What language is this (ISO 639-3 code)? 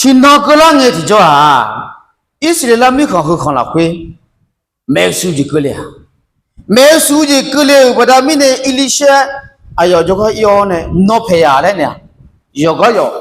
ahk